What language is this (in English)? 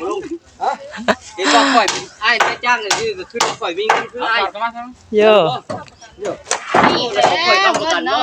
Northeastern Thai